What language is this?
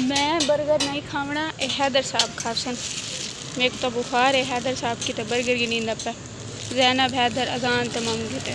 Saraiki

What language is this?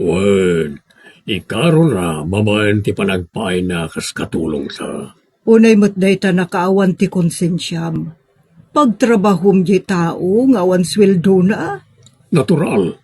Iloko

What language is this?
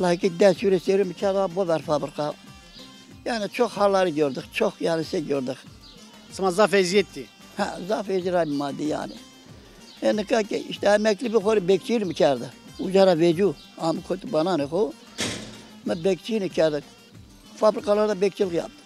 Zaza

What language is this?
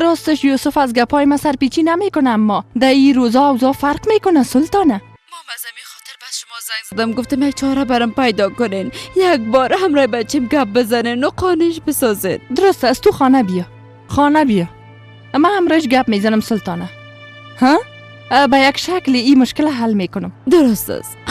Persian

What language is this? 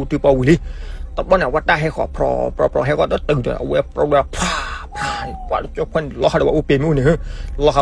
S'gaw Karen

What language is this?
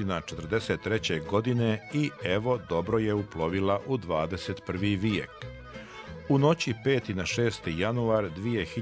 Bosnian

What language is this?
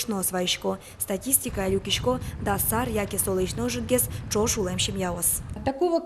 Udmurt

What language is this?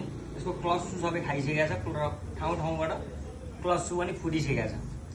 Nepali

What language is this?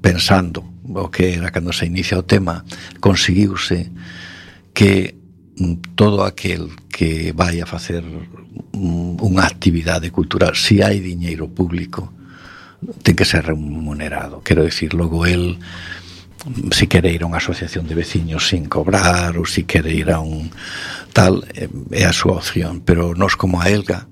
Galician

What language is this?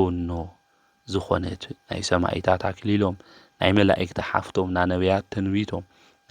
Tigrinya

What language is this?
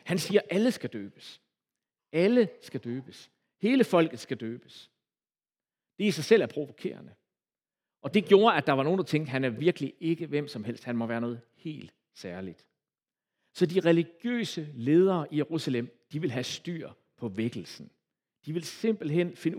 Danish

